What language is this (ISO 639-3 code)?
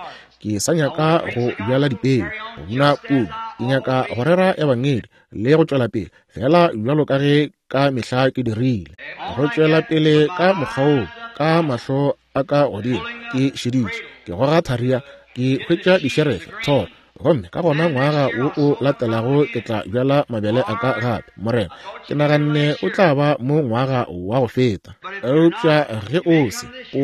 nso